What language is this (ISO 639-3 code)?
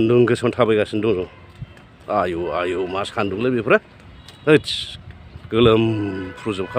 brx